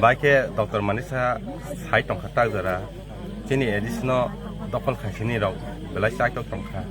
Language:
Kok Borok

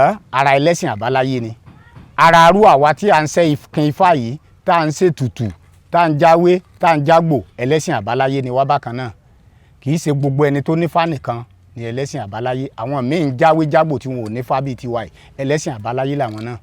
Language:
Yoruba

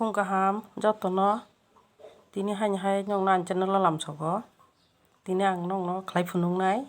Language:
Kok Borok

